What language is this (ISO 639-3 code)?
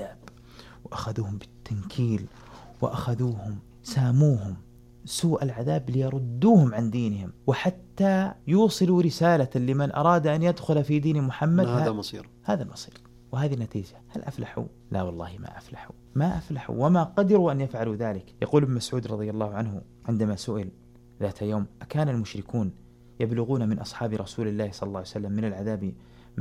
ara